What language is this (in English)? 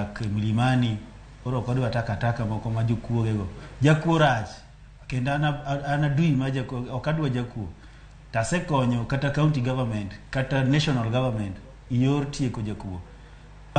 Luo (Kenya and Tanzania)